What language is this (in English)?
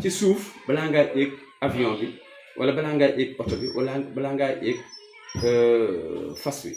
Wolof